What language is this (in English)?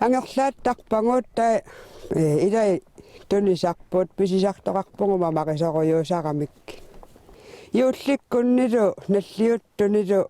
Kalaallisut